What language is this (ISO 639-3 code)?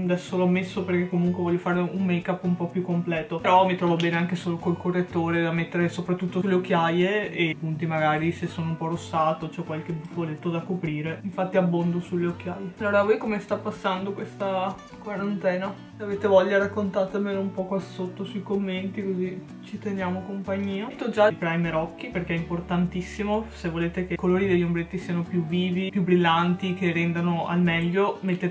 ita